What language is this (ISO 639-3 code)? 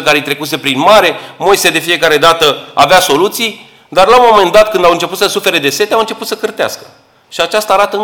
ron